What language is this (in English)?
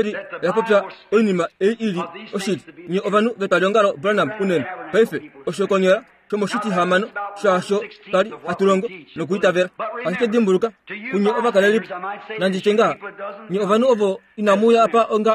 Kuanyama